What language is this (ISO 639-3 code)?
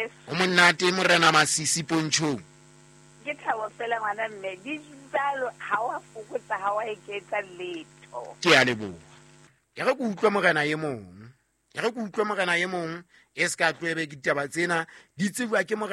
sot